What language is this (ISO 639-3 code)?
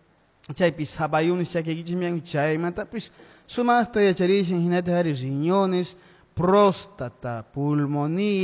que